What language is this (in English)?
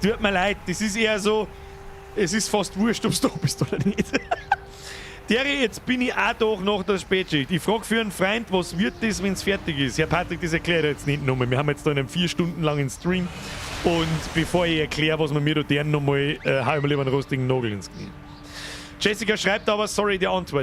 Bavarian